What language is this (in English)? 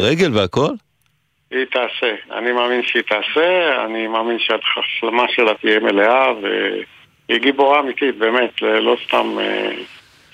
Hebrew